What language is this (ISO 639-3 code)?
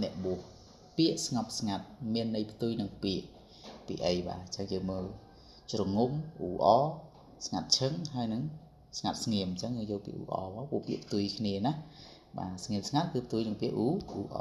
khm